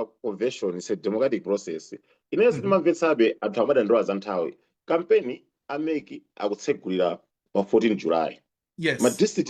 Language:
Nyanja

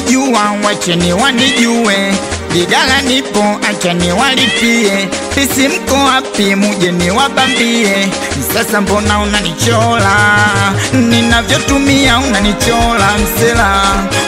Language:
Swahili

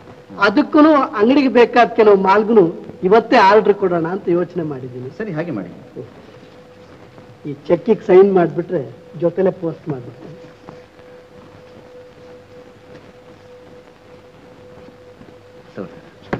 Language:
Kannada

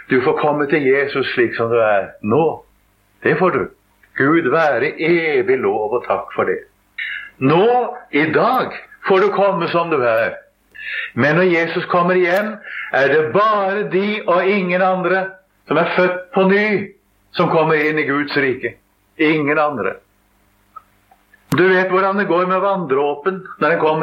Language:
Norwegian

